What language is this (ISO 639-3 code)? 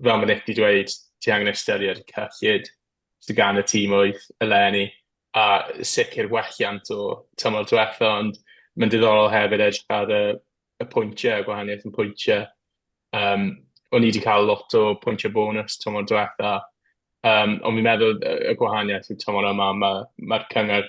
cym